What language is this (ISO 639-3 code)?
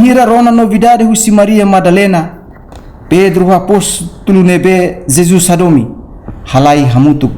tet